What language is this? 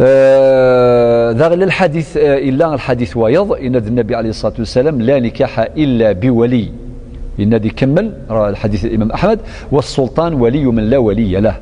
Kabyle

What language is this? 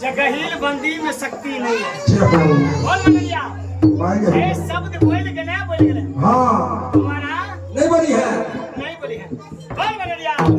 Maithili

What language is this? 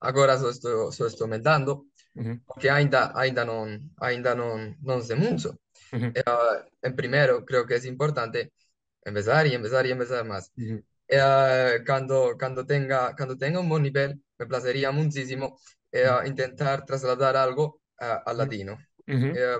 Ladino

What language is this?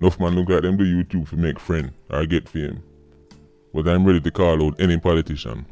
Jamaican Creole English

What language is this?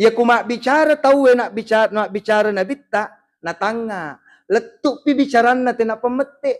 Buginese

